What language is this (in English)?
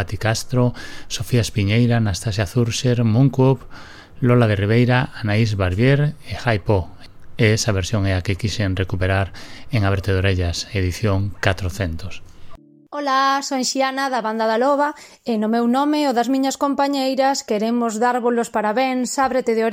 Galician